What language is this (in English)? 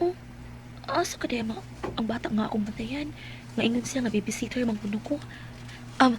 Cebuano